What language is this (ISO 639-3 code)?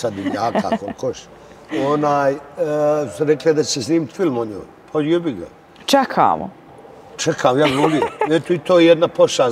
bos